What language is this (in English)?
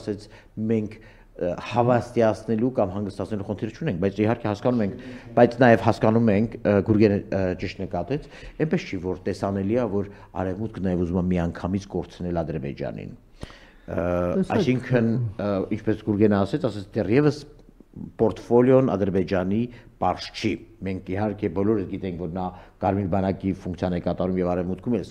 Armenian